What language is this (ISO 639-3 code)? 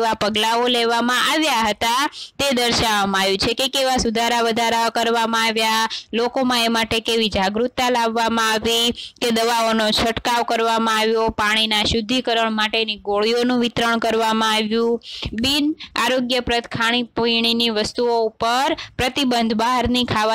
guj